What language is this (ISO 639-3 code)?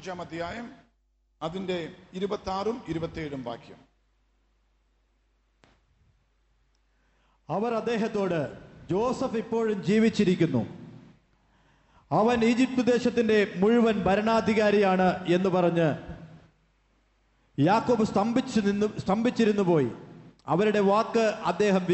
mal